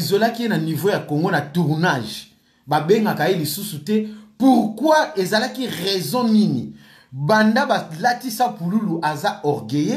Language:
Lingala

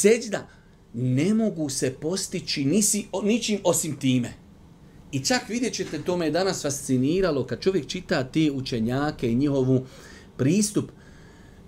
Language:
Bosnian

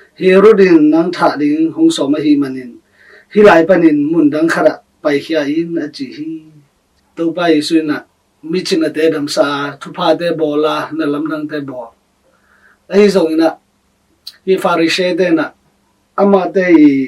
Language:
Tedim Chin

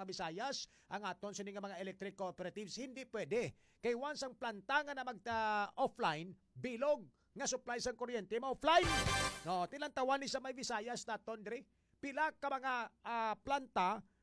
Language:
Hiligaynon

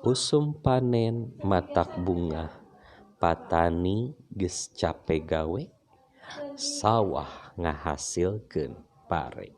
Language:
Sundanese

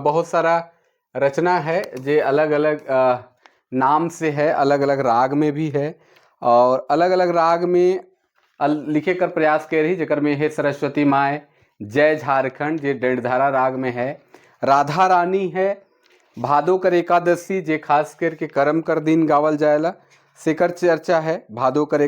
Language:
Sadri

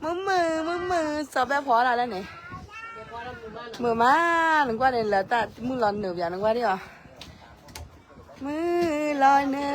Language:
S'gaw Karen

